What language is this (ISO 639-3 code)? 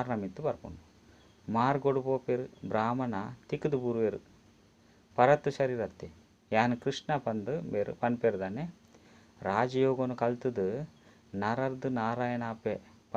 tcy